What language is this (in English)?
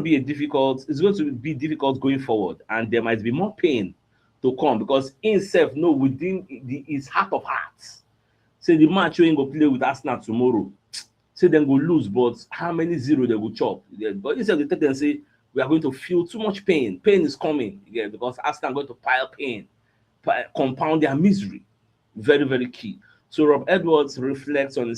Nigerian Pidgin